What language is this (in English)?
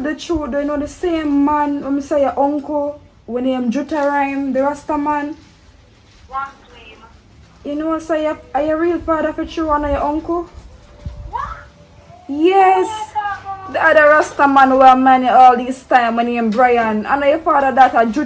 Jamaican Creole English